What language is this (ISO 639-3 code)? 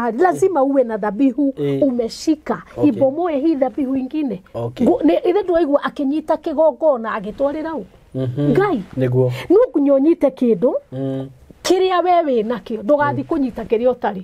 kik